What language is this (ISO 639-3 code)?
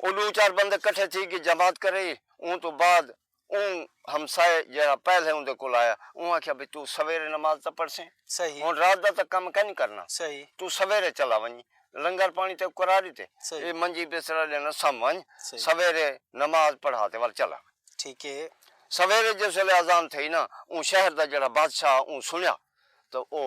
skr